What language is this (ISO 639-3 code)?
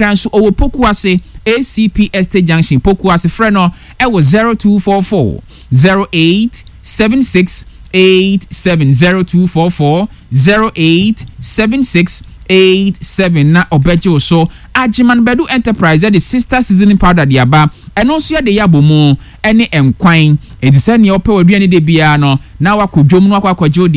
aka